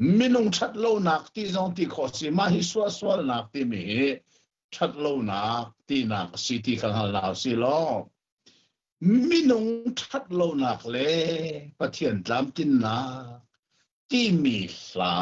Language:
Hakha Chin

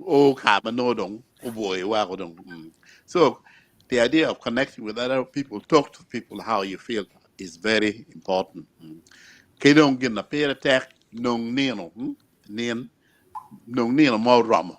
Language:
Acoli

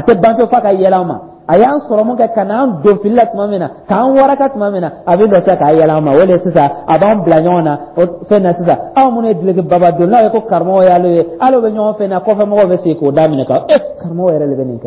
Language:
Dyula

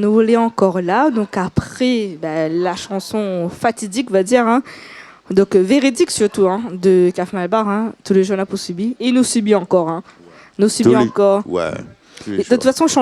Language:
Réunion Creole French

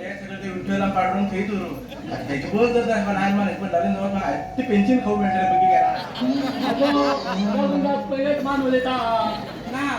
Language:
Konkani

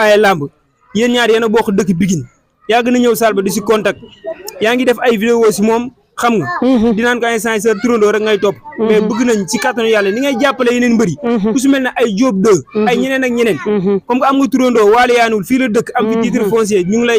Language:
Wolof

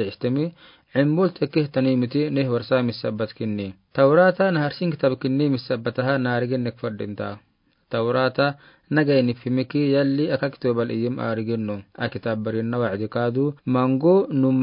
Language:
Afar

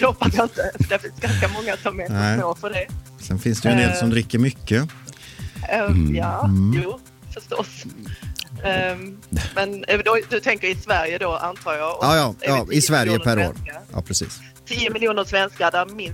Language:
Swedish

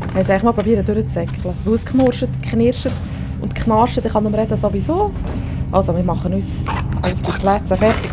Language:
Swiss German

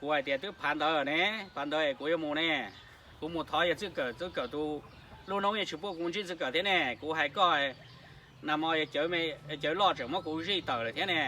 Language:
Hmong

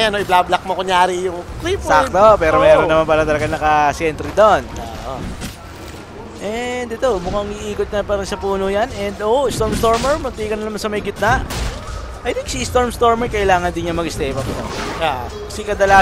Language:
Filipino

